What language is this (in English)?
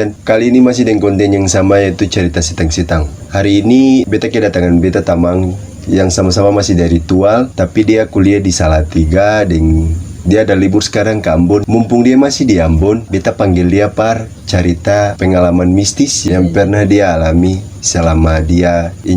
Ambonese Malay